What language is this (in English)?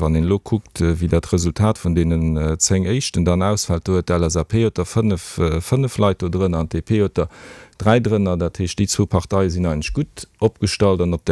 Luxembourgish